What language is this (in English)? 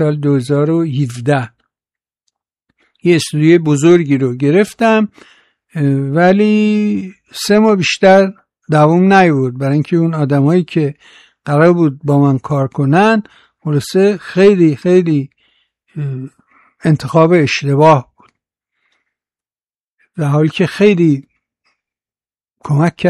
Persian